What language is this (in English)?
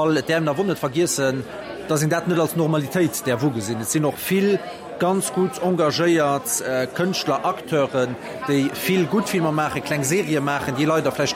Luxembourgish